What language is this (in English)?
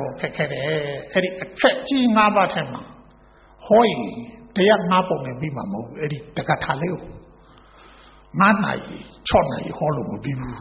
Burmese